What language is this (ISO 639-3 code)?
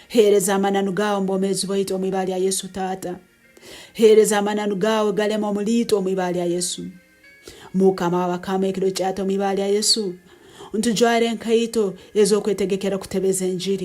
nyo